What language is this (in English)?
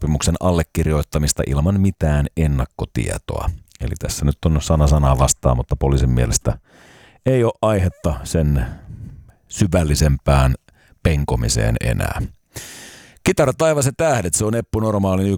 Finnish